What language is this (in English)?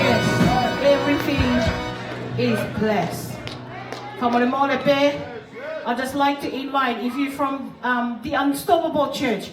Tongan